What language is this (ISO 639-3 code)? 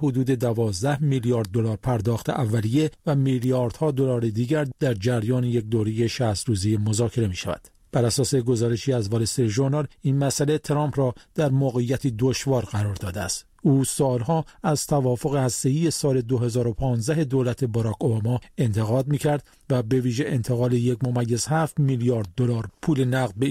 fas